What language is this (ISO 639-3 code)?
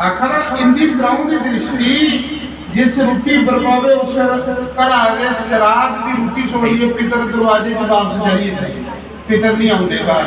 doi